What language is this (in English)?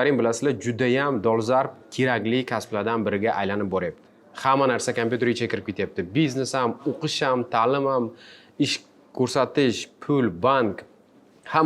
Uzbek